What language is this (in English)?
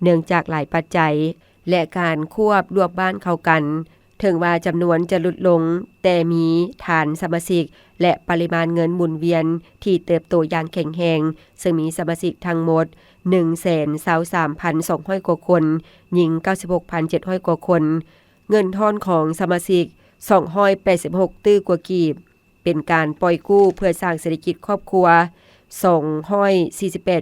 Lao